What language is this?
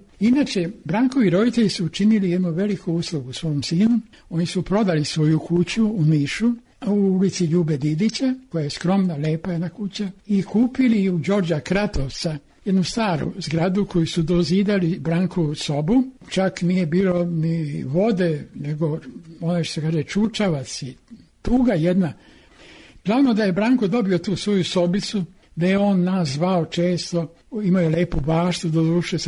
Serbian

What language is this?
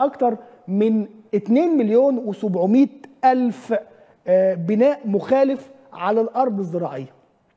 Egyptian Arabic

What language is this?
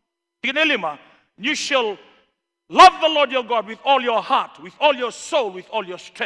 Fijian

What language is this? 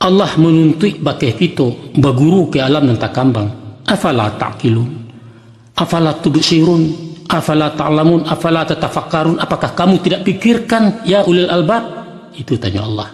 Minangkabau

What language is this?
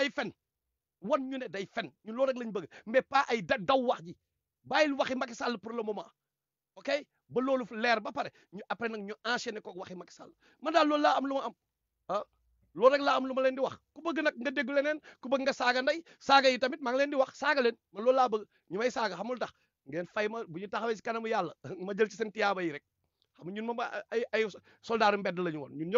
Wolof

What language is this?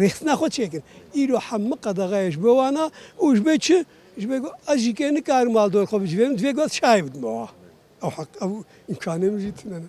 Kurdish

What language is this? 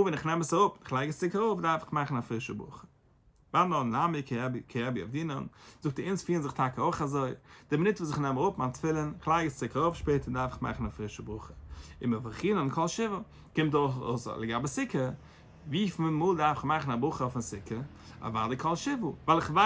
Yiddish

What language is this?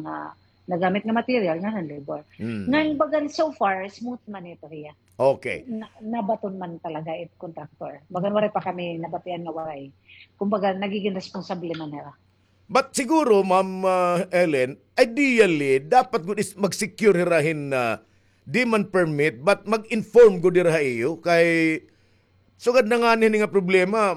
Waray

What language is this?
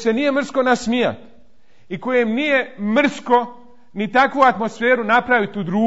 Bosnian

